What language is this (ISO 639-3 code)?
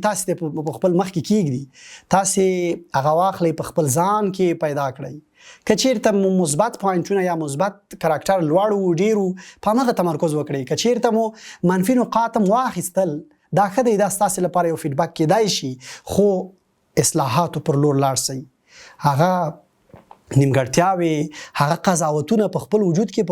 pus